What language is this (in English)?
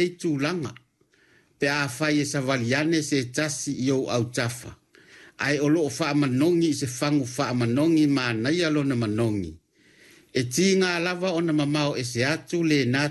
Samoan